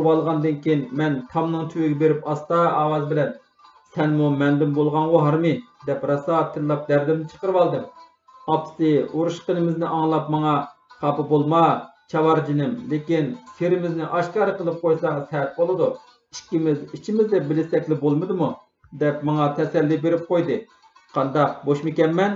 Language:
Uyghur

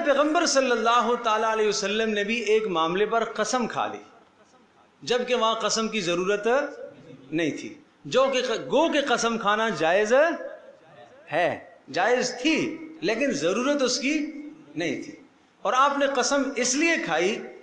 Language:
Urdu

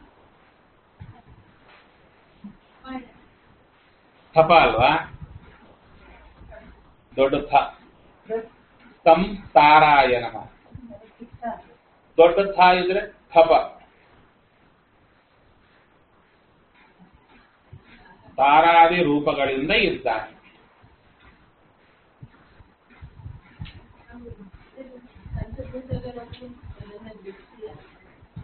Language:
Kannada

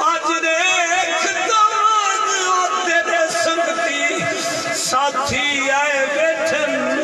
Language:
Saraiki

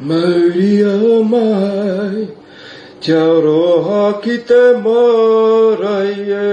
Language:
Māori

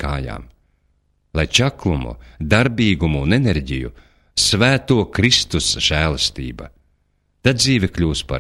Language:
Latvian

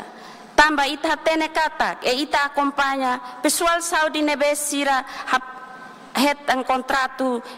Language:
Tetum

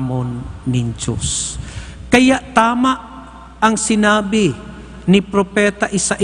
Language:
Bikol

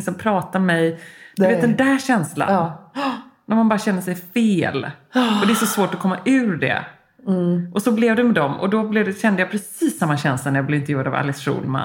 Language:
Swedish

